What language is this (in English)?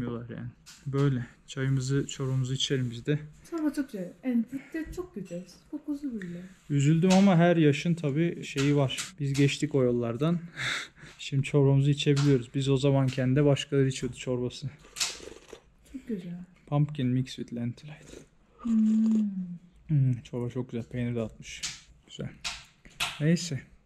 Turkish